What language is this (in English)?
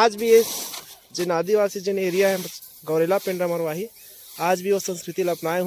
Chhattisgarhi